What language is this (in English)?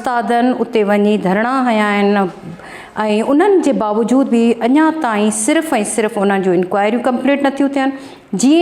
Sindhi